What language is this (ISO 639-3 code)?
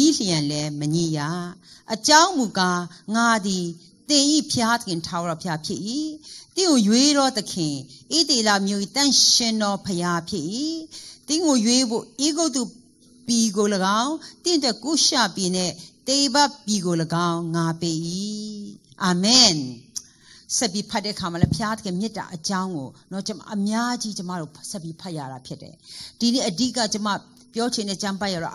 mya